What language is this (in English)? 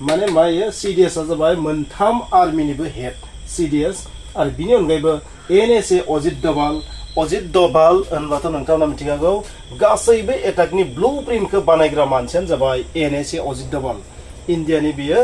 Bodo